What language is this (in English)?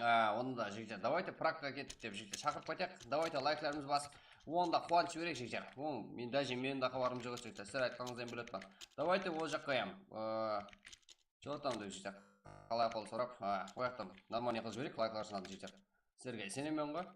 Kara-Kalpak